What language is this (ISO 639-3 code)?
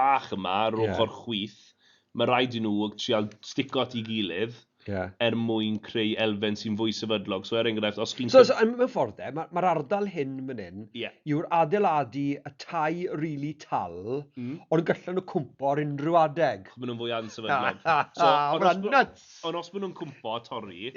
cym